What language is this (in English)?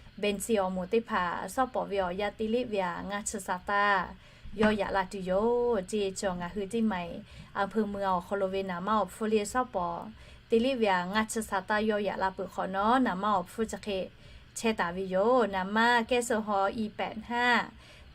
Lahu